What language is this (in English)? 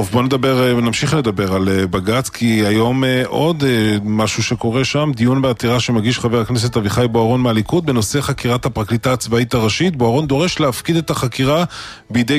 Hebrew